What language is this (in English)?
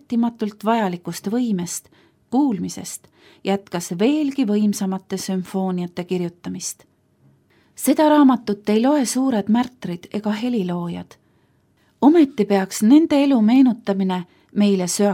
Estonian